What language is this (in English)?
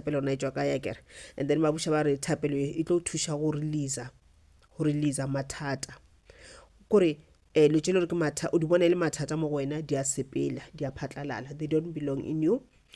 Northern Sotho